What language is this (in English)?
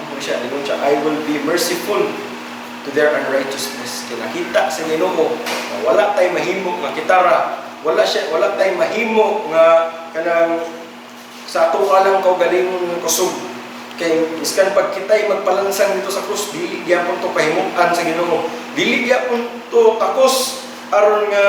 Cebuano